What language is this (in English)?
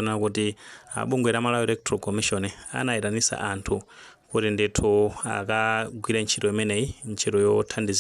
Nyanja